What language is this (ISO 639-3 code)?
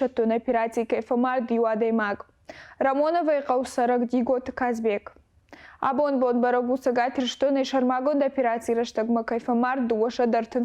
oss